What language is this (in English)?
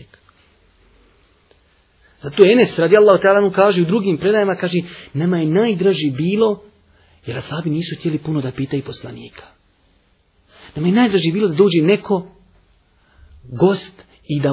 Bosnian